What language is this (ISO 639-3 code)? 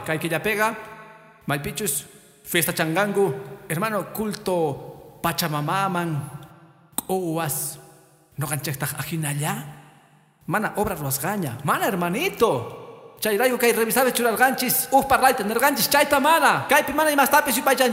que